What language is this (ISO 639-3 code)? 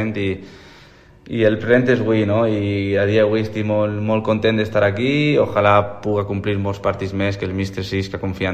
cat